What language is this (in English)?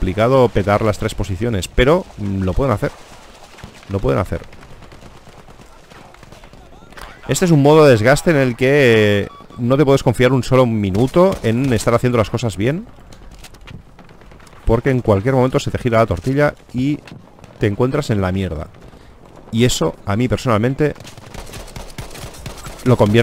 Spanish